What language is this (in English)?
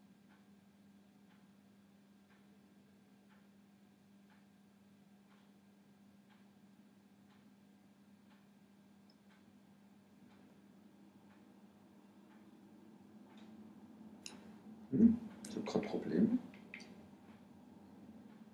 German